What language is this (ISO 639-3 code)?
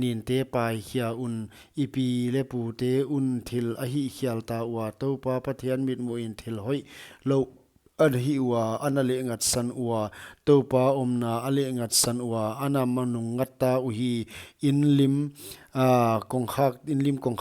pck